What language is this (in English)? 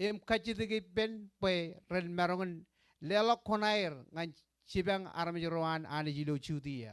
Marshallese